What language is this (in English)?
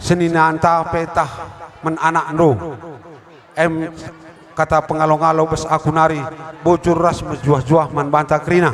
Batak Karo